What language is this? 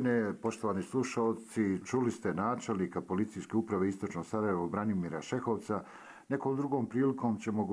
Croatian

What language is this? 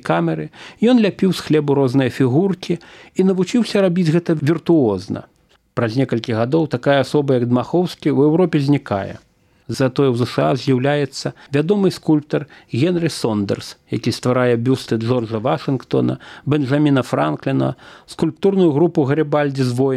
Belarusian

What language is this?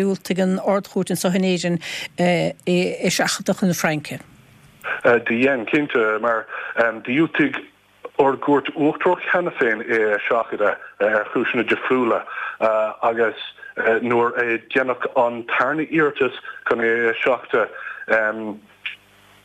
Irish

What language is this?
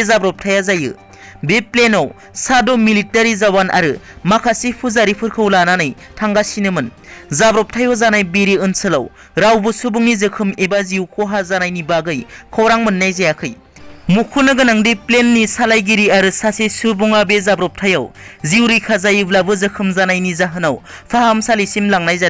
Bodo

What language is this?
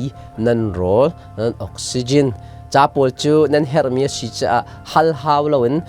Hakha Chin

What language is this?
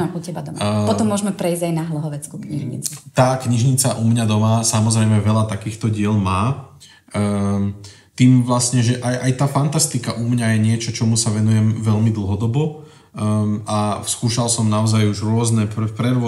Slovak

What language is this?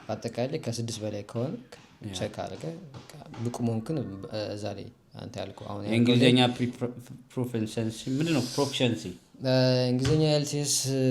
Amharic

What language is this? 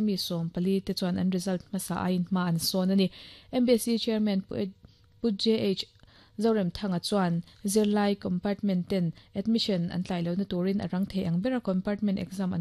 Mizo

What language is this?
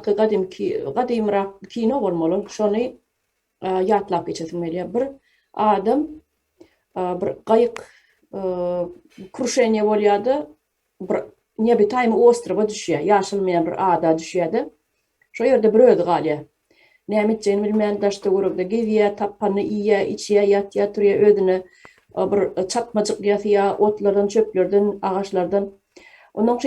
Turkmen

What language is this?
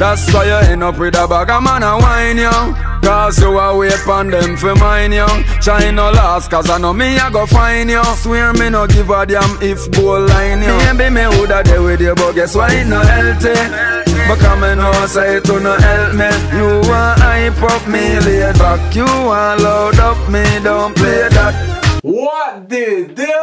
Jamaican Creole English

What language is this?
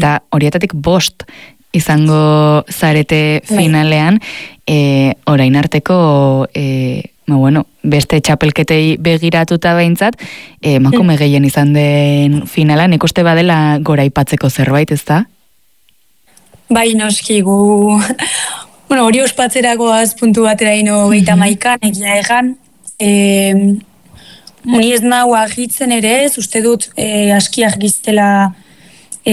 Basque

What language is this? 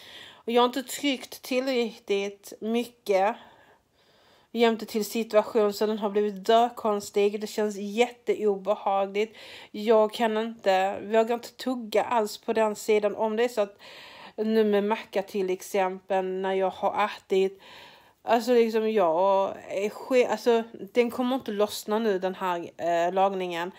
Swedish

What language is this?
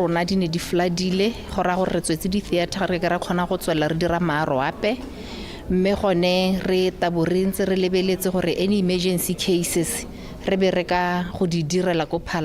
Tswana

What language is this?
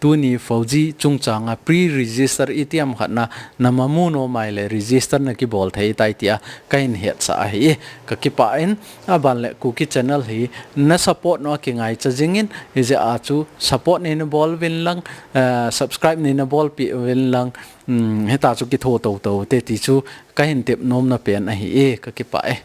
Thado Chin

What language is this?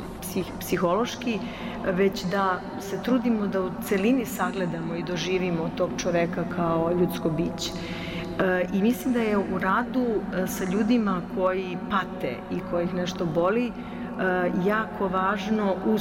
Serbian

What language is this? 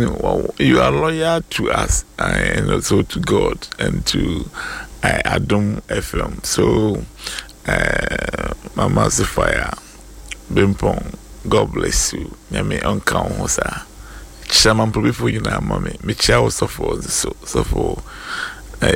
Akan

